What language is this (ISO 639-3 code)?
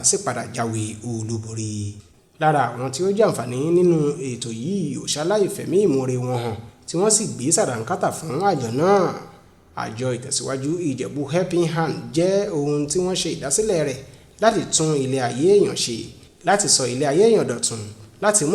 yor